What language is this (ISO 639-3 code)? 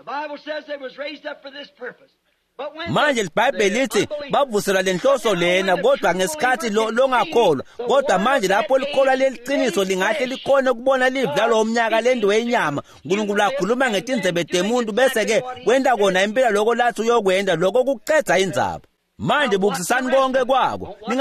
ssw